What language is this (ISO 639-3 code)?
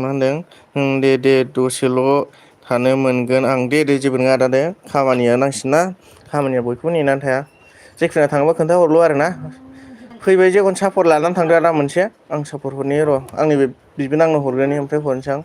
brx